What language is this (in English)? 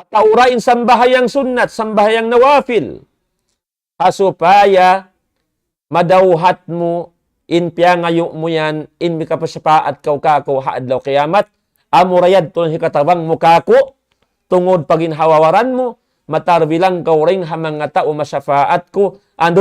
Tausug